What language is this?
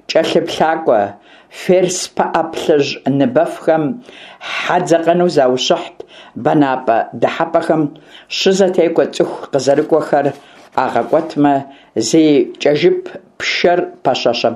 Kabardian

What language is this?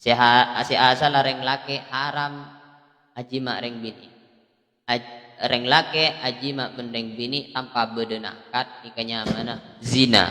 Madurese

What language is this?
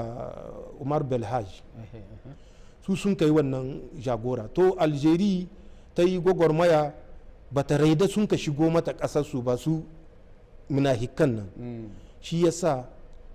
Hausa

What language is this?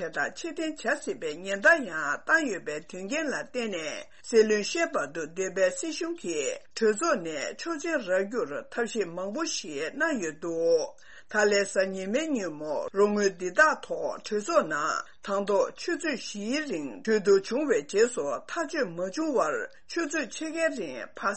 Tibetan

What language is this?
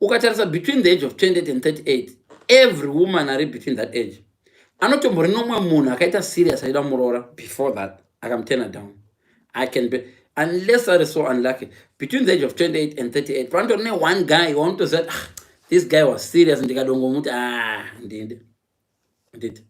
Shona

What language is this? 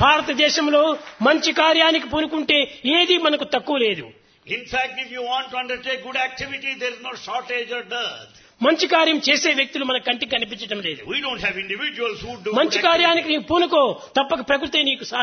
Telugu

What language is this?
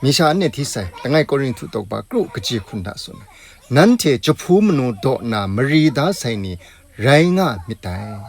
Kachin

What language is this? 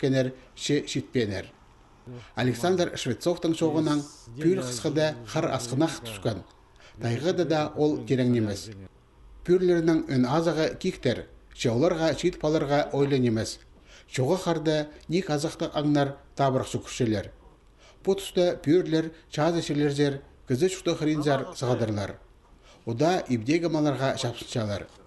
Khakas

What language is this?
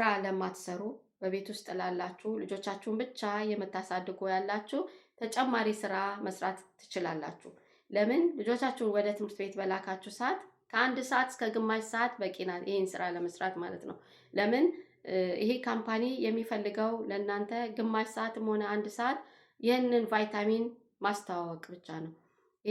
Amharic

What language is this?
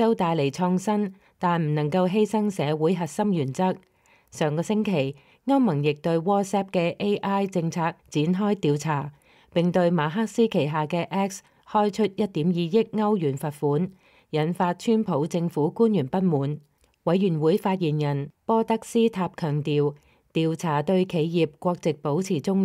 Cantonese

